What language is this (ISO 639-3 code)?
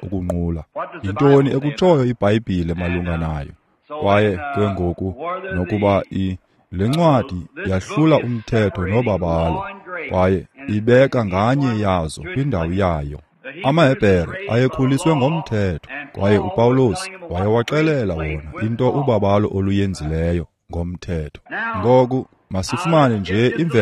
xho